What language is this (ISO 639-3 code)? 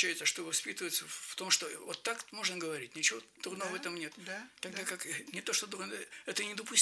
rus